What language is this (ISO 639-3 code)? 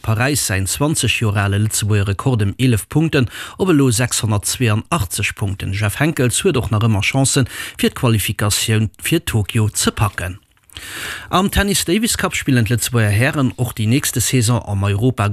ltz